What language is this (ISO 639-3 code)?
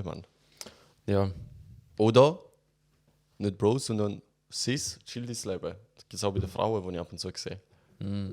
gsw